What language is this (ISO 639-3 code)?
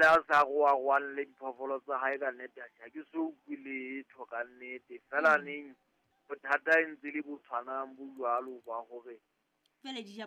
sot